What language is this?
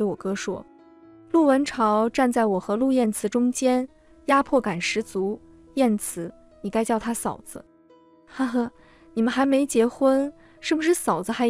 Chinese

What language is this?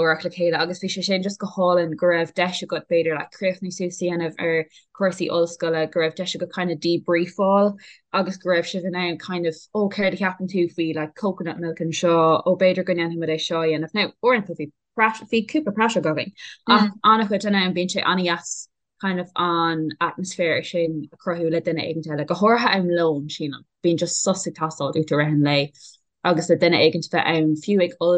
Irish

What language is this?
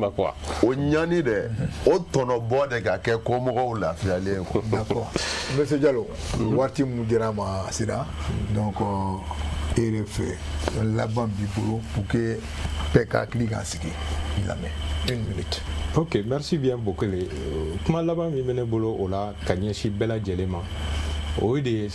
Bambara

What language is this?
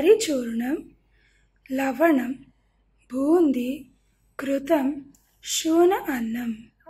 Sanskrit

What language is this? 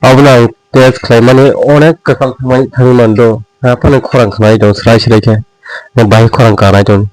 Kok Borok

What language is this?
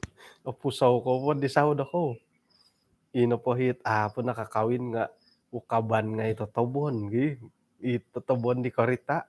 Central Dusun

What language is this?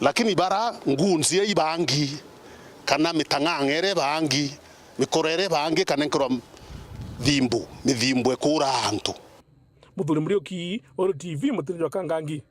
Meru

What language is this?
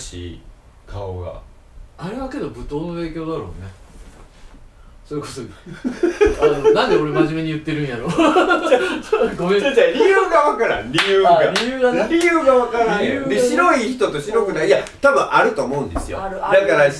Japanese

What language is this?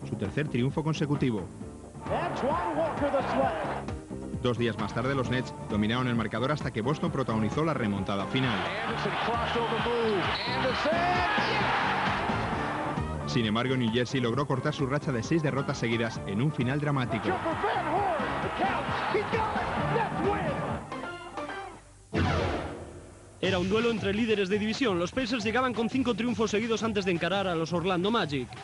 Spanish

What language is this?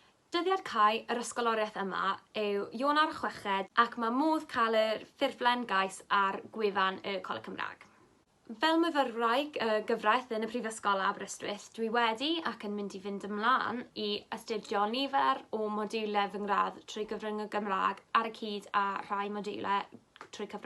Welsh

